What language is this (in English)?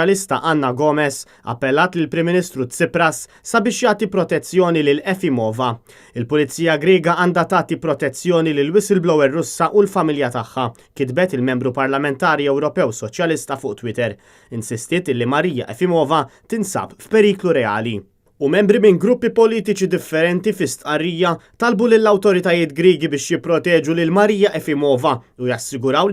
Maltese